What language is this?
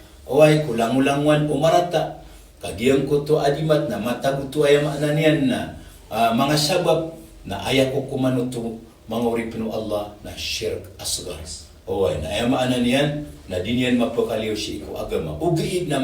Maranao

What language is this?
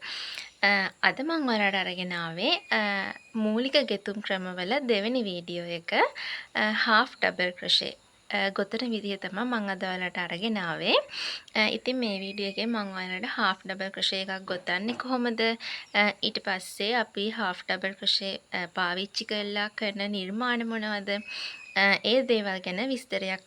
Sinhala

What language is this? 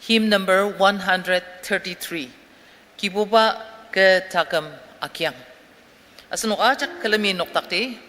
Ao Naga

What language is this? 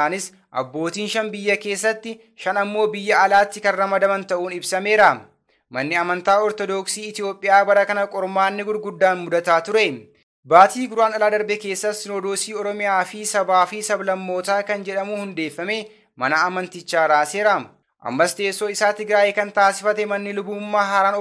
Oromo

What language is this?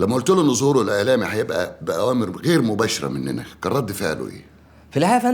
Egyptian Arabic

